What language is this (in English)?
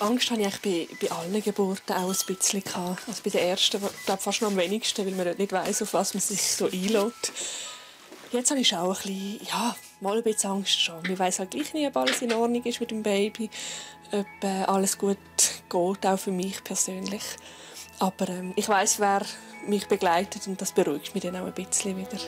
Swiss German